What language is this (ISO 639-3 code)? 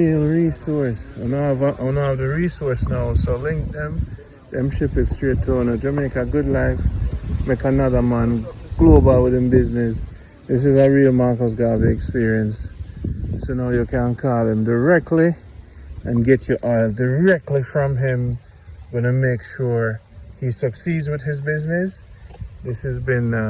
jam